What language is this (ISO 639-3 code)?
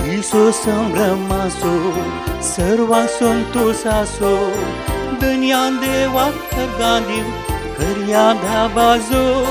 kok